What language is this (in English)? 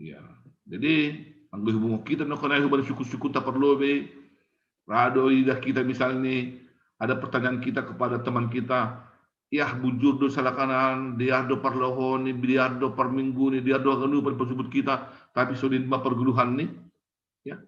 Batak Simalungun